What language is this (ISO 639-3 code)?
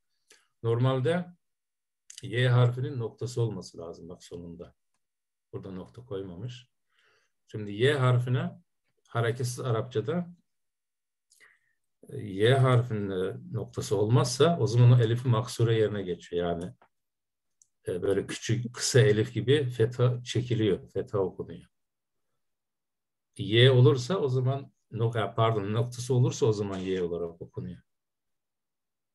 tur